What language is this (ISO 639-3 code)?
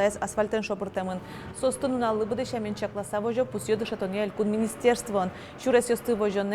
udm